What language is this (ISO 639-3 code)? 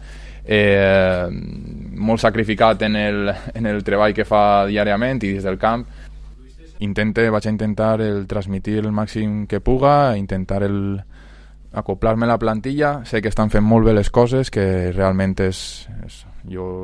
cat